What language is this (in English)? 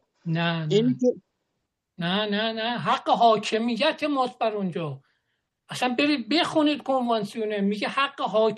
Persian